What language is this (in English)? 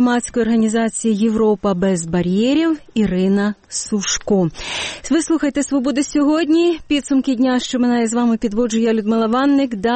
Ukrainian